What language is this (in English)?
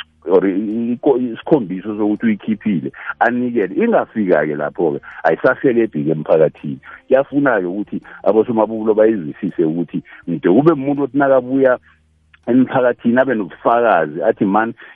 South Ndebele